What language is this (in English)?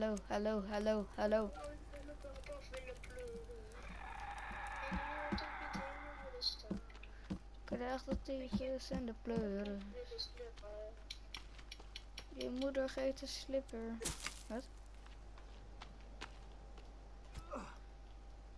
Dutch